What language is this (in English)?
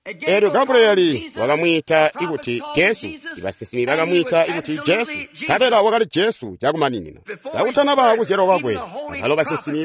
Tonga (Zambia)